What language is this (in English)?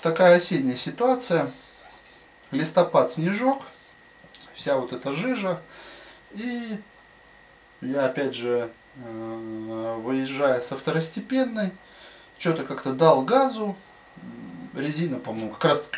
Russian